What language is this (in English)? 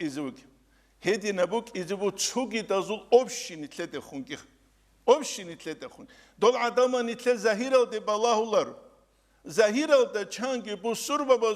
Avaric